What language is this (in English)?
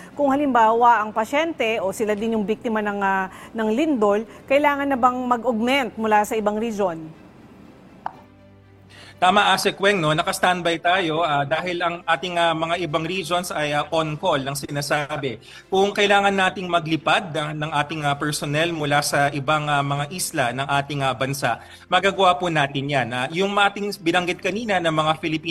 Filipino